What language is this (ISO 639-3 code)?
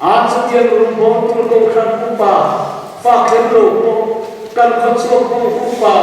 lus